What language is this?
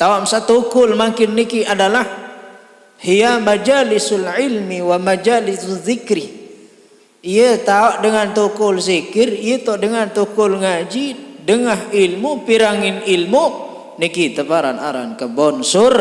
Sasak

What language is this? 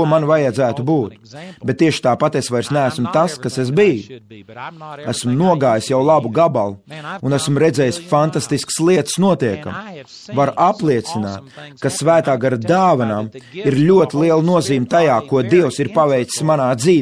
Latvian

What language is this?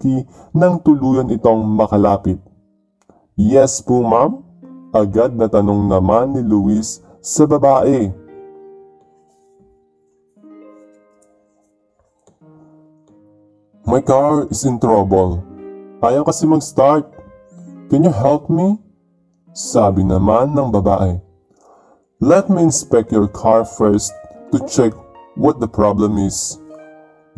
Filipino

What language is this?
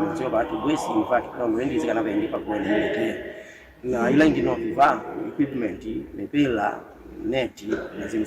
Kamba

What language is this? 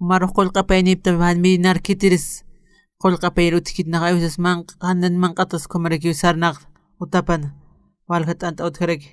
Aymara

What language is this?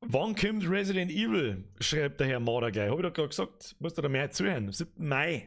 Bavarian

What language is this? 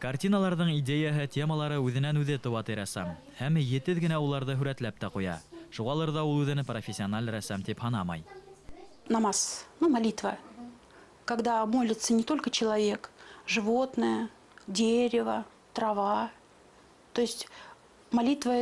Bashkir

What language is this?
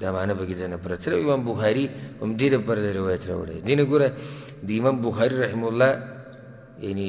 Pashto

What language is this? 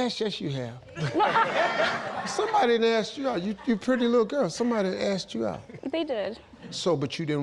Tswana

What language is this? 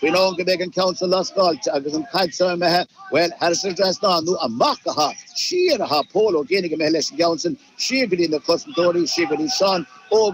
Irish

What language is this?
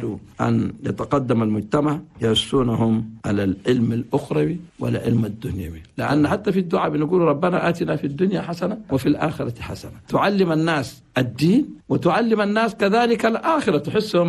Chadian Arabic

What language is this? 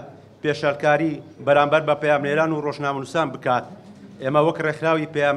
Central Kurdish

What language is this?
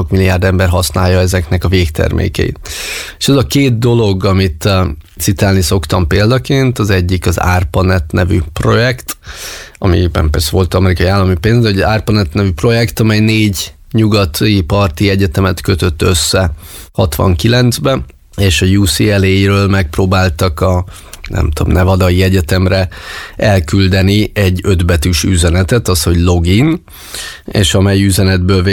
Hungarian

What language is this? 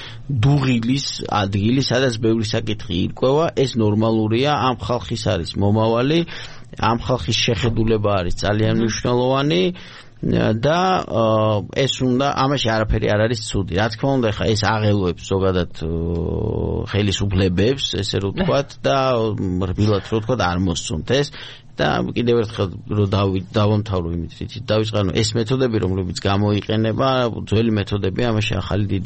Georgian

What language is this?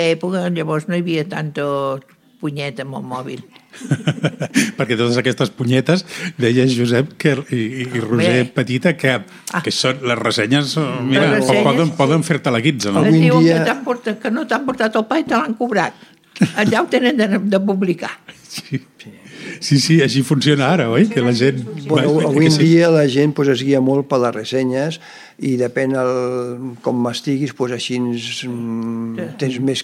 Catalan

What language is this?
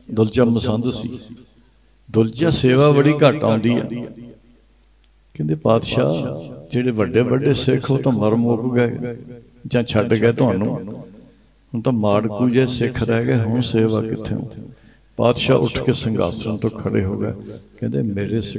Punjabi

